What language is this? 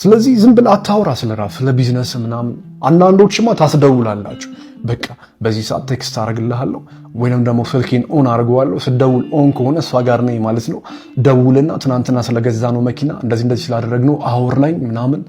Amharic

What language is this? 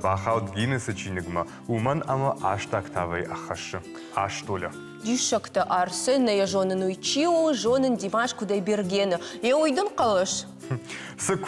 Ossetic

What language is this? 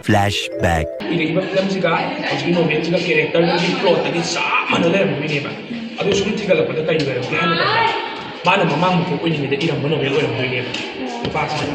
Manipuri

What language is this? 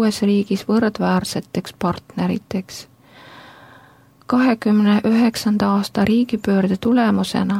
Estonian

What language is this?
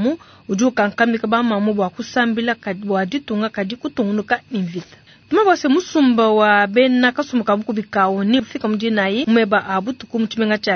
Luba-Lulua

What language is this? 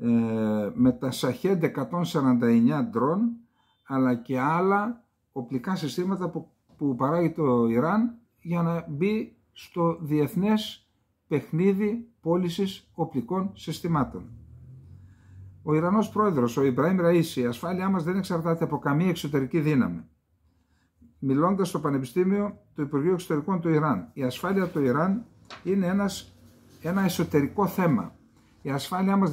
Greek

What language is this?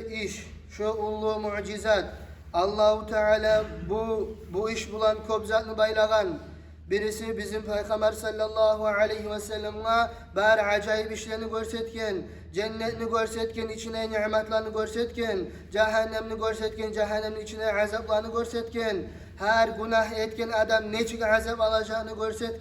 Kumyk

